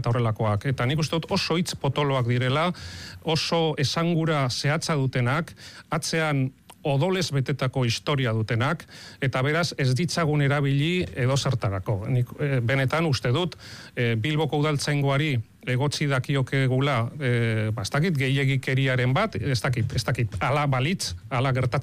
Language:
Basque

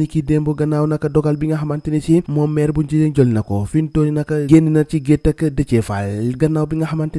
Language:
Wolof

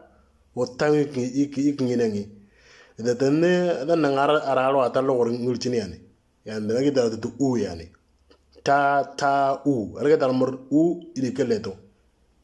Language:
Moro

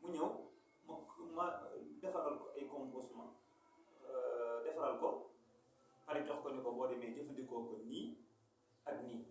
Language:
Wolof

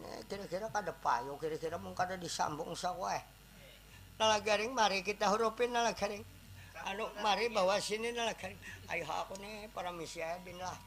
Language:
Banjar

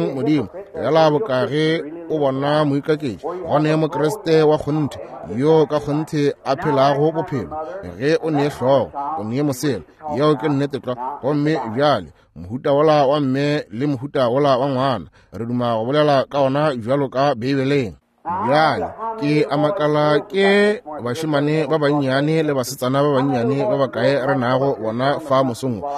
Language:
Northern Sotho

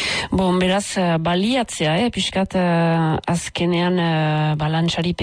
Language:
Basque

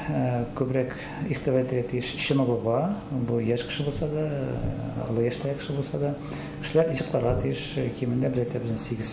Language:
Tatar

